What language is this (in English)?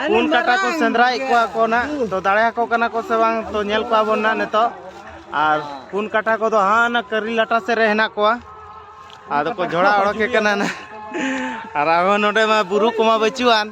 Santali